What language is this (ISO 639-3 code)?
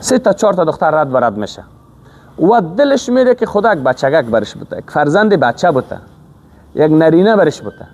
fas